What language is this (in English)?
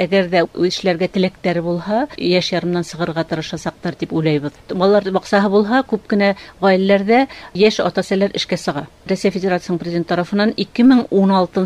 Bashkir